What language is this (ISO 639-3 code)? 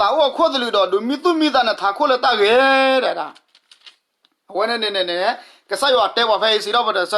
ksw